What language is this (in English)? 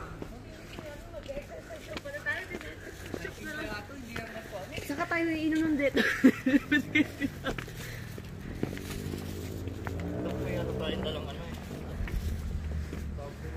Filipino